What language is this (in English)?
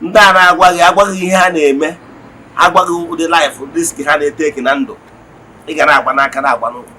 Igbo